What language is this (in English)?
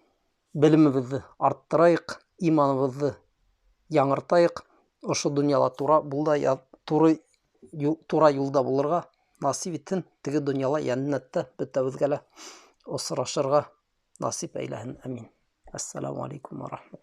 Bashkir